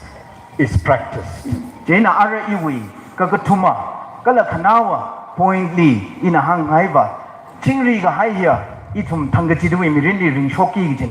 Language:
Tangkhul Naga (India)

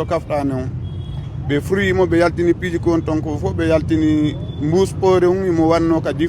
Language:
Fula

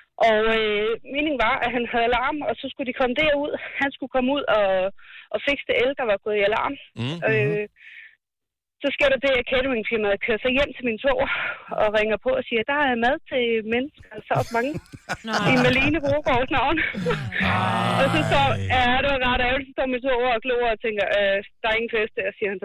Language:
Danish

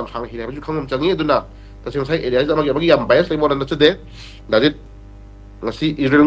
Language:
Manipuri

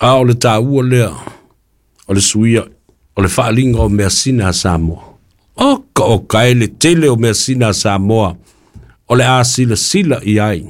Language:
Samoan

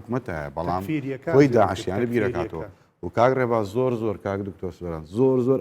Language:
Central Kurdish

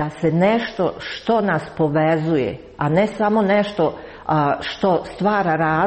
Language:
Croatian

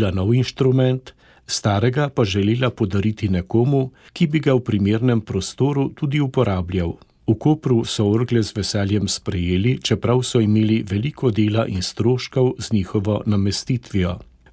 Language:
Slovenian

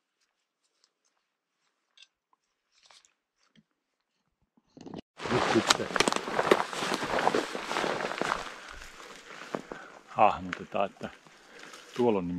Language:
Finnish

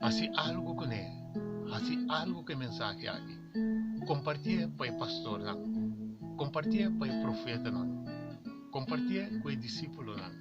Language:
Papiamento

